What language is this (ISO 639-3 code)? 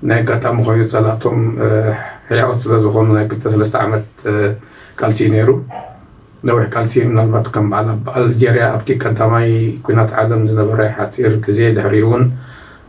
tir